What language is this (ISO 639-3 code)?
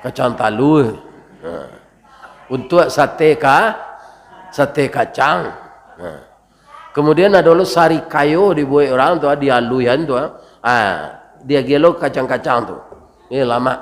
min